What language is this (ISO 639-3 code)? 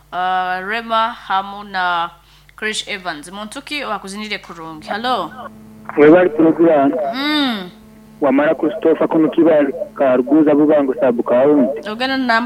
nyo